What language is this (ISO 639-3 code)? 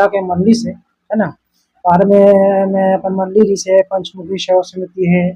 hne